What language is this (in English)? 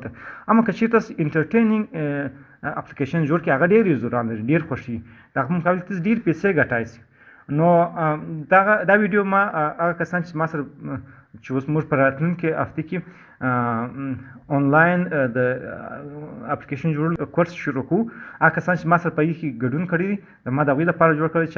Pashto